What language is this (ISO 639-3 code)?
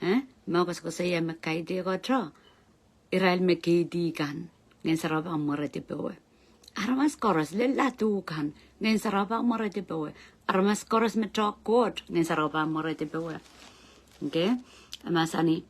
pon